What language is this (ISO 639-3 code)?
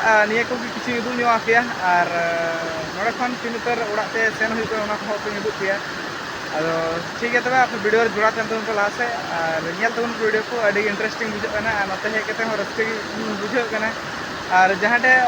sat